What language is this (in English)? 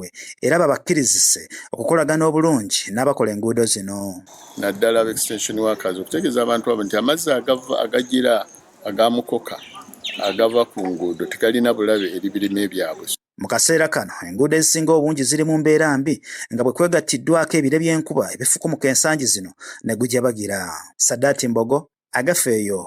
Ganda